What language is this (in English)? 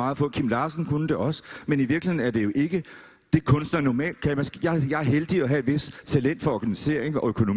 Danish